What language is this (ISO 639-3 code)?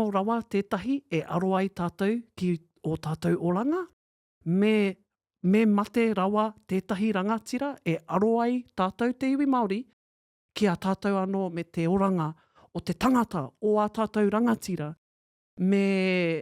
mri